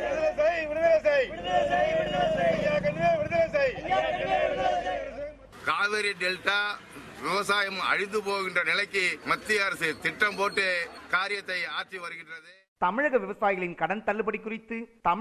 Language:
Tamil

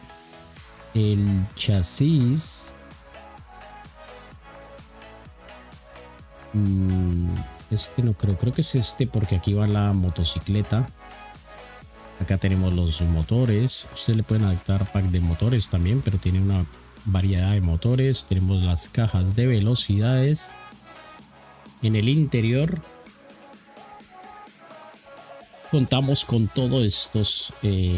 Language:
Spanish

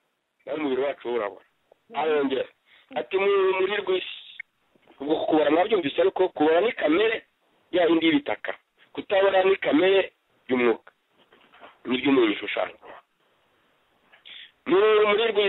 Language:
Kinyarwanda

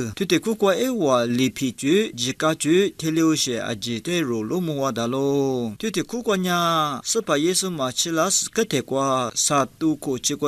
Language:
Lisu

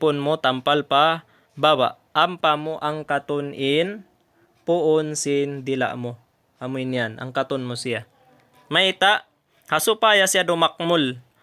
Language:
Tausug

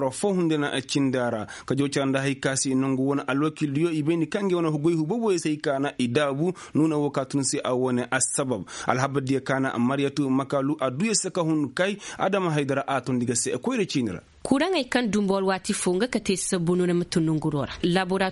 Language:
Koyraboro Senni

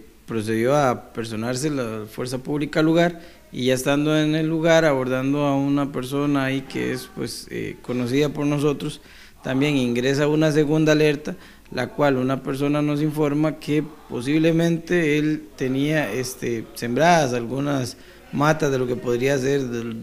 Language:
Spanish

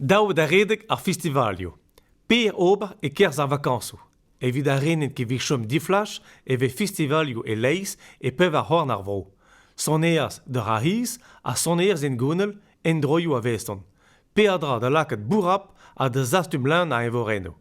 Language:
Breton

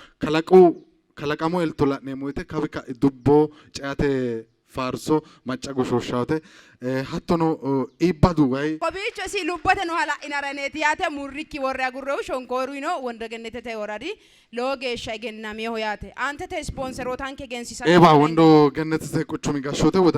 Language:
Sidamo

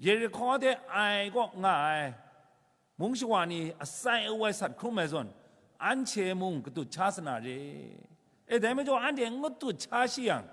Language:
Kachin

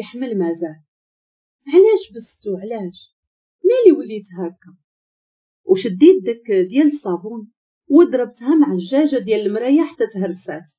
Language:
Moroccan Arabic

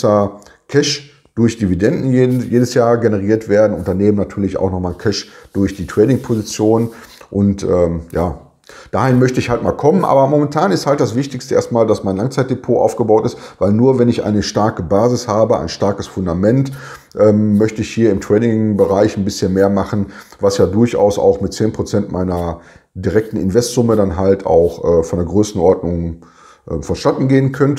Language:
German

